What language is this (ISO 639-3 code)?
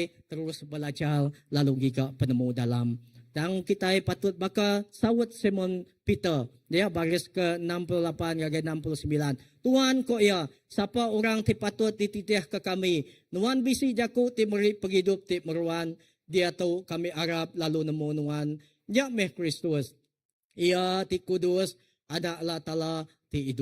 iba